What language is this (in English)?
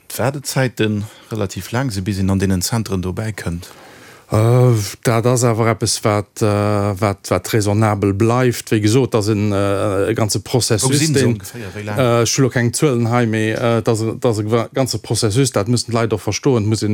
Luxembourgish